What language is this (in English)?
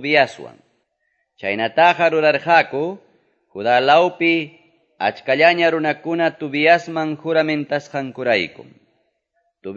Quechua